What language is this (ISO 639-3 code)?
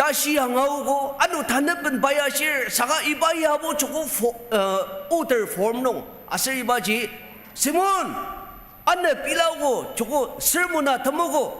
njo